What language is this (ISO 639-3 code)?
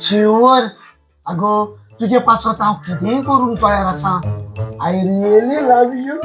kok